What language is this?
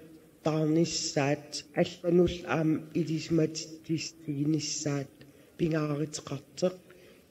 Kalaallisut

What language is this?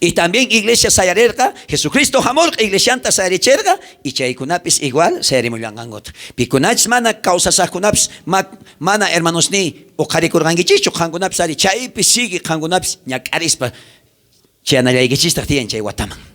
South Bolivian Quechua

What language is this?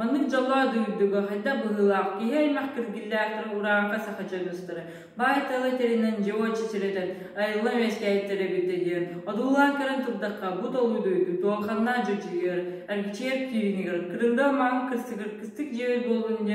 Yakut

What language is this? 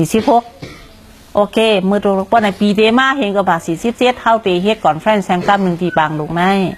Shan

